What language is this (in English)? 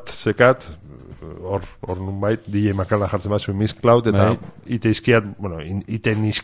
Basque